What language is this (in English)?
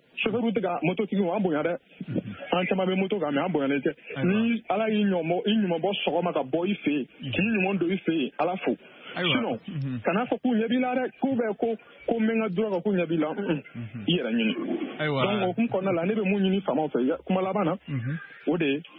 Bambara